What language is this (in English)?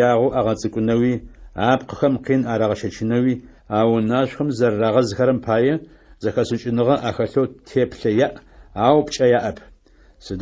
Adyghe